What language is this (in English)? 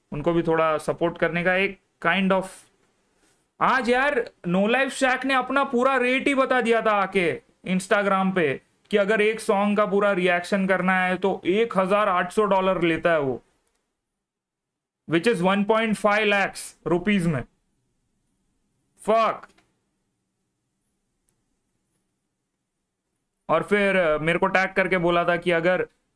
Hindi